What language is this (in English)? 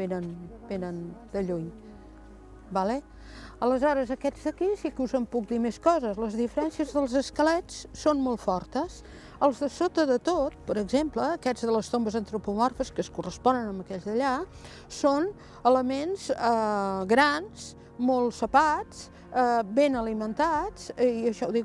Catalan